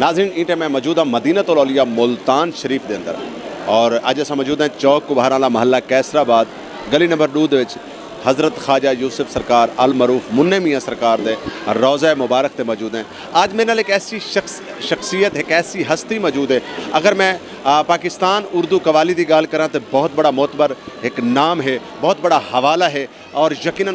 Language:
Saraiki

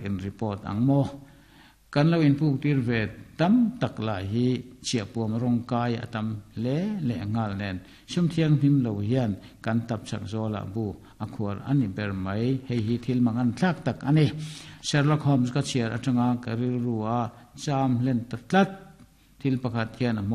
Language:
Mizo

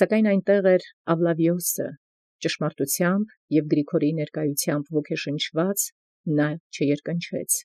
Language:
Armenian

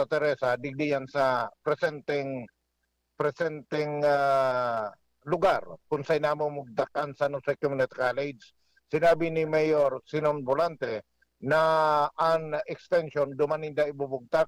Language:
Bikol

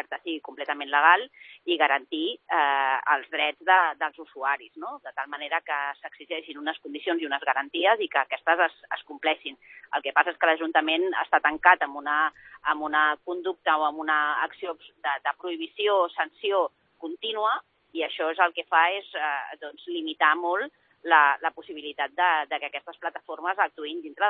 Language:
Catalan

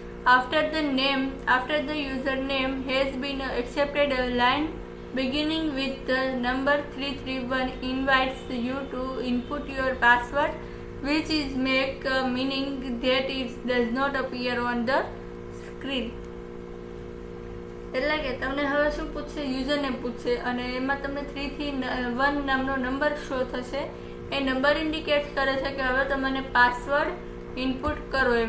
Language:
Gujarati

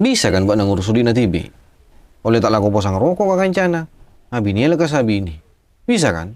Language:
Madurese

